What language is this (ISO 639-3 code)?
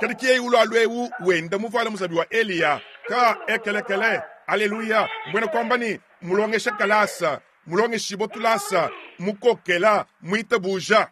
lua